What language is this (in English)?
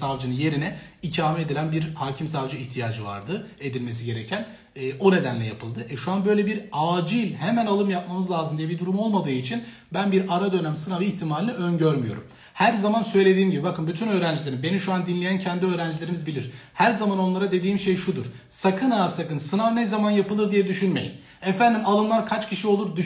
Turkish